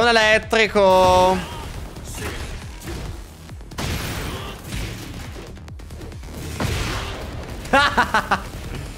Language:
Italian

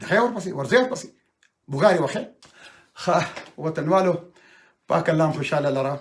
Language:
Pashto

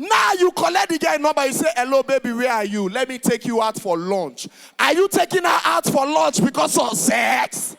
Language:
Nigerian Pidgin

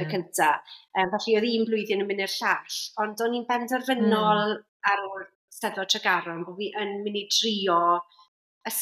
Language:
Welsh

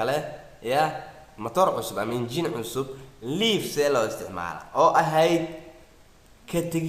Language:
Somali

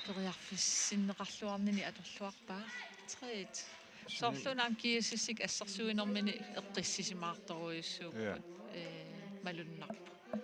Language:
Kalaallisut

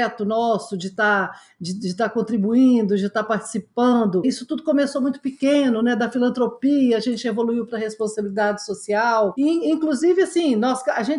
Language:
Portuguese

